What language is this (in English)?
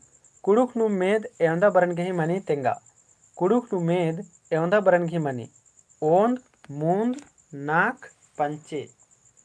Kurukh